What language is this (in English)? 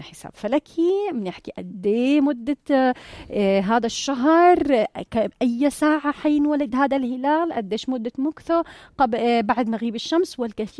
North Levantine Arabic